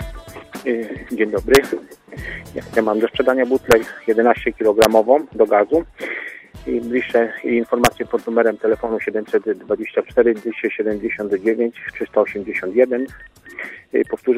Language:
Polish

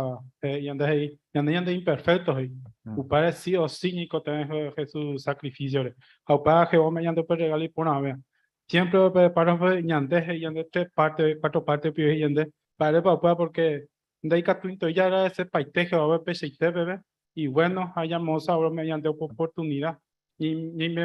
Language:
Guarani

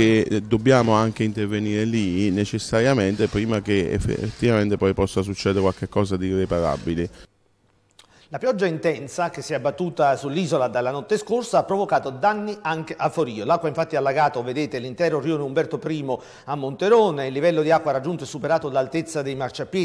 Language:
Italian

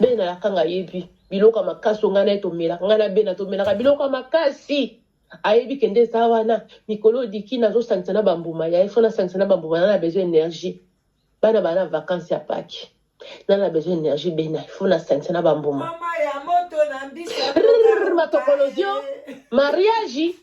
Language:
Lingala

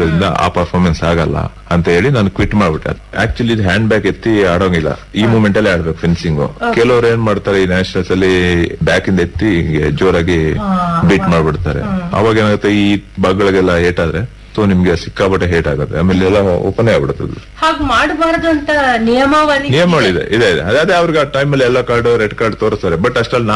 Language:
Kannada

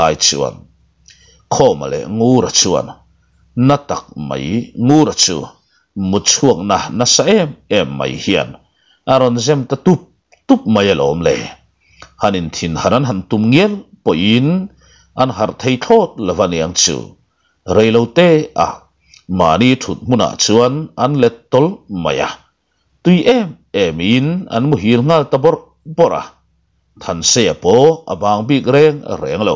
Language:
Mizo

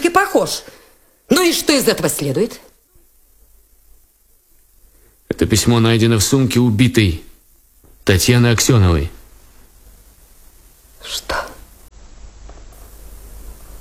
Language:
Russian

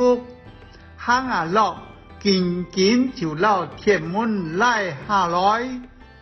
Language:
Hakka Chinese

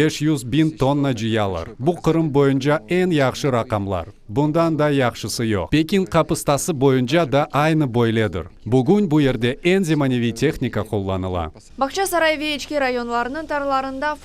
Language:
Crimean Tatar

